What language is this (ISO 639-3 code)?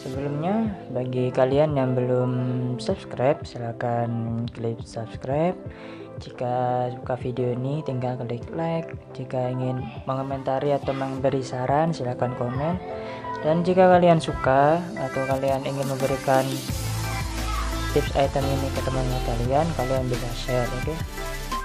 ind